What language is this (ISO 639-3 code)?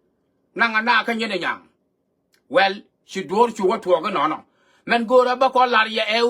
nus